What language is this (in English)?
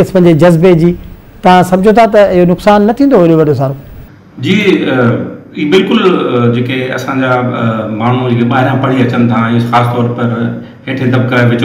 Sindhi